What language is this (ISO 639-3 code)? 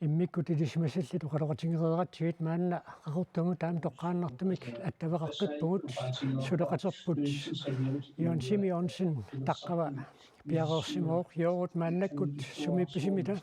kal